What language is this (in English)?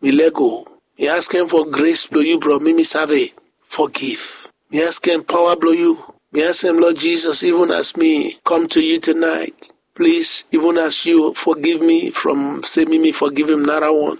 Bislama